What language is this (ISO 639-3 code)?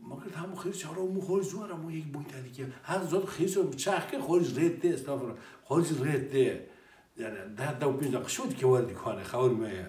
kur